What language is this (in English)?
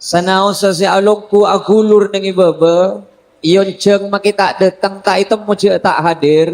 Madurese